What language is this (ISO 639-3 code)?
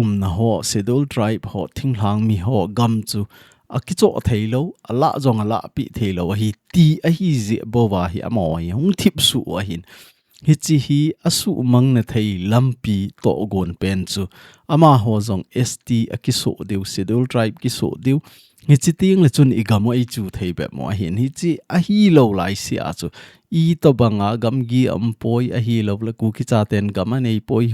tcz